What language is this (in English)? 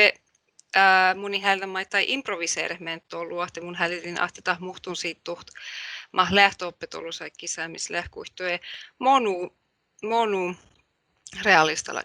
Northern Sami